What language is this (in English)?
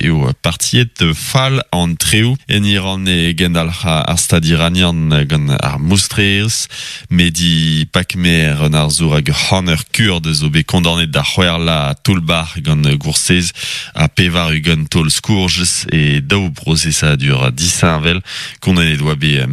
Breton